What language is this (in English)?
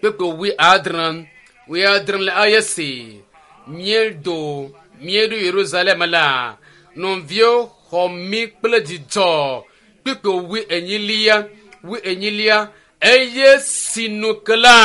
Ewe